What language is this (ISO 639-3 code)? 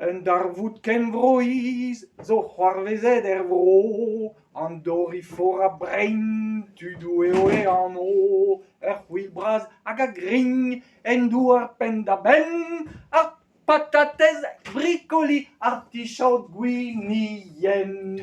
bre